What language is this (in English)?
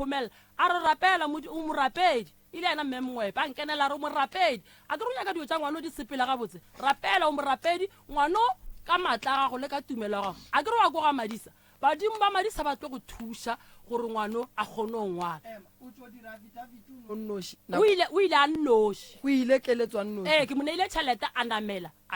Northern Sotho